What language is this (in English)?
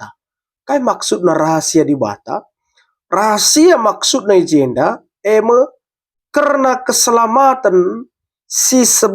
Batak Karo